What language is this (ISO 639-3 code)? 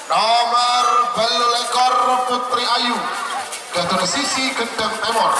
mad